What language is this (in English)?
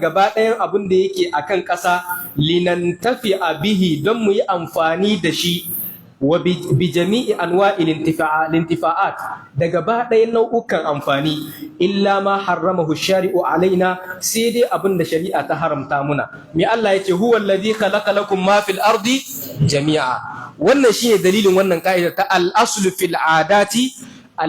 Hausa